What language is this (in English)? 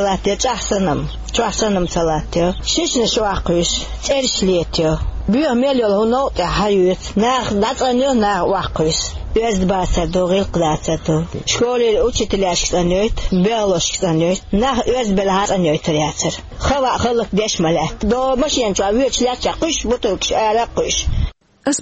Chechen